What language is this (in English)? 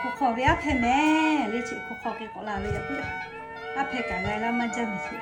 Lahu